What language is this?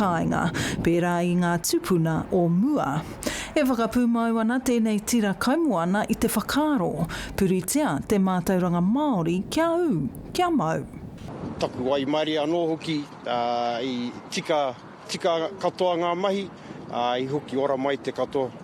Māori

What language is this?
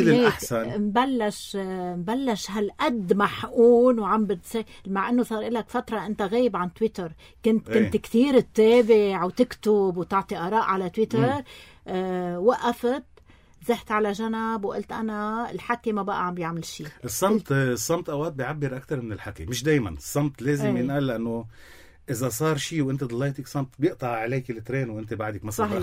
North Levantine Arabic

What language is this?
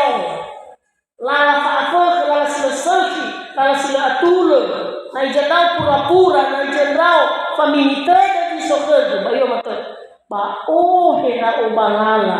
Nias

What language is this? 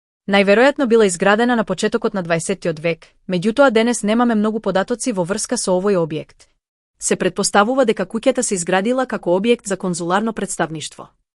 Macedonian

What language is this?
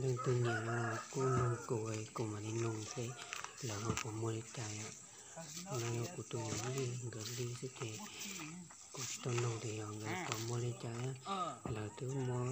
Hmong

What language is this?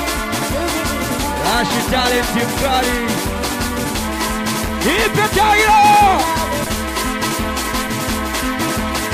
Swahili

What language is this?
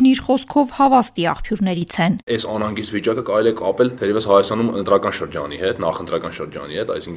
Armenian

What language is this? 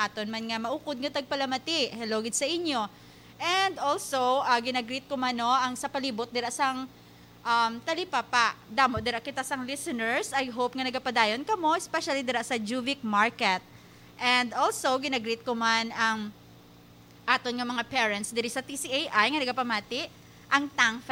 Hiligaynon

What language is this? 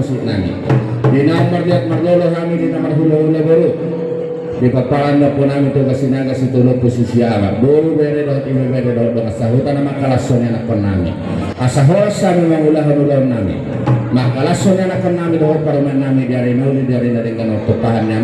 Batak Toba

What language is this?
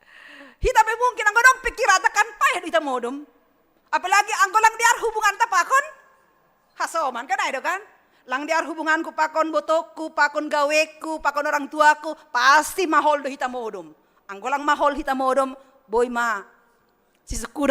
Batak Simalungun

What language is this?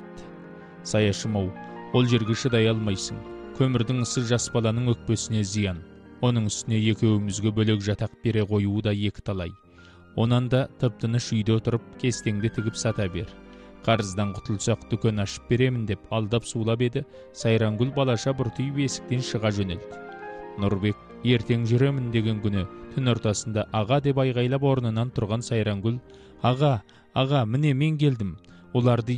Kazakh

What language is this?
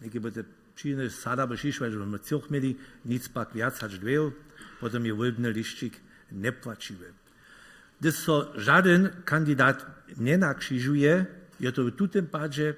Upper Sorbian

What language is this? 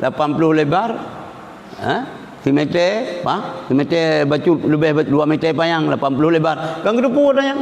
Achinese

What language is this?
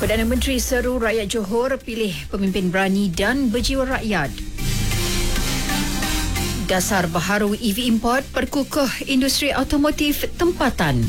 Malay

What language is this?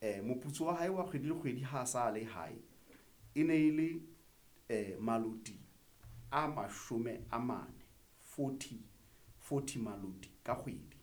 Southern Sotho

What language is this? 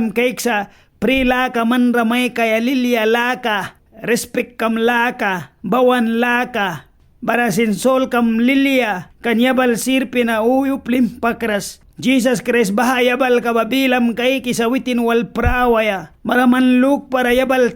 Mískito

